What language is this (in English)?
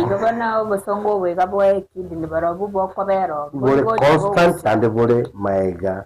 Gusii